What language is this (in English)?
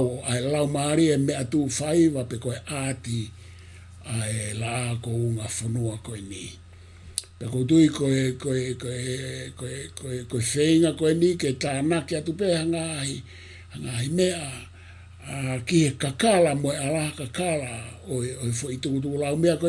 Tongan